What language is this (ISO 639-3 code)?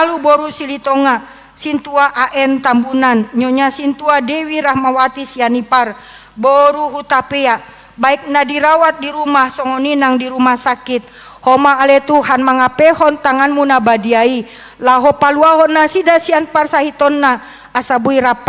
bbc